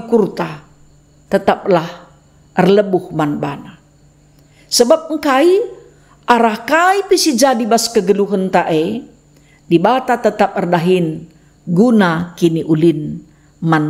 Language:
Batak Karo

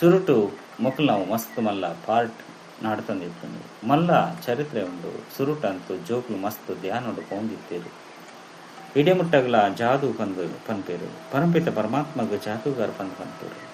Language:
Tulu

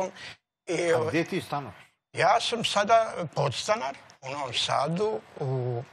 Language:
Serbian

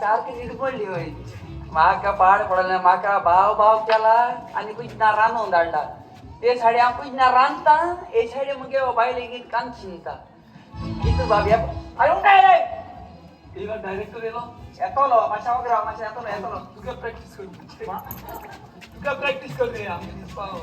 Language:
Konkani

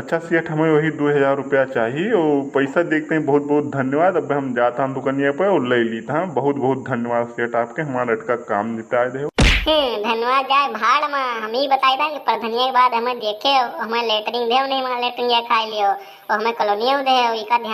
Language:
Awadhi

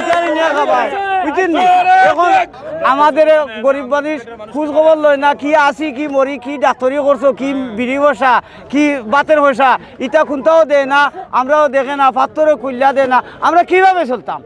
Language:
Sylheti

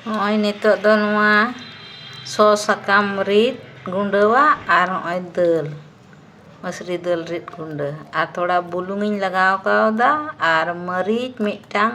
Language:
Santali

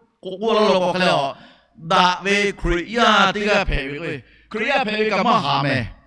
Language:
Lahu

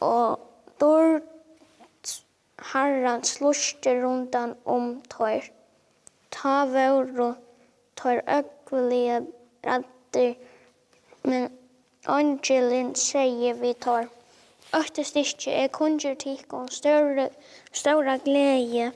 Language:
Faroese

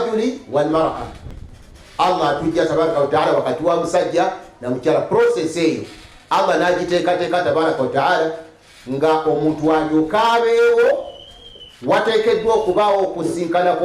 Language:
Ganda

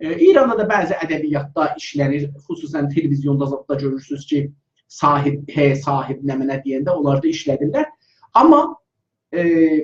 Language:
South Azerbaijani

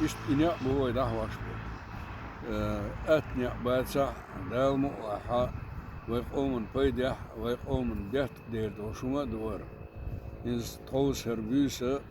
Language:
Chechen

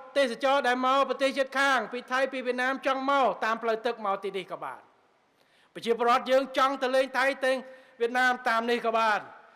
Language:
Khmer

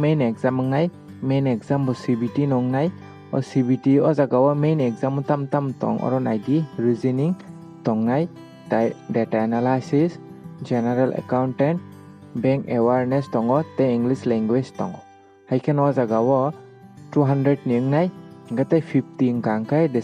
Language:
Kok Borok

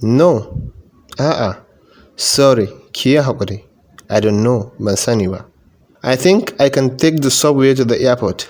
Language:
Hausa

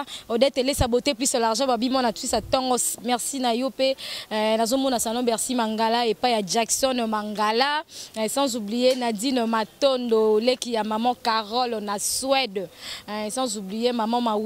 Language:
Lingala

